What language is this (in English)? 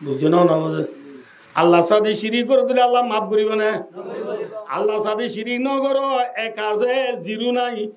Rohingya